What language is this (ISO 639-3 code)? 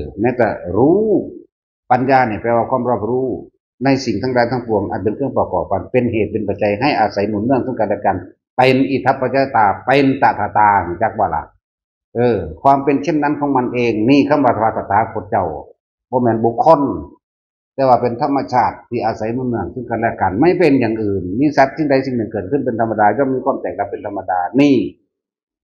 tts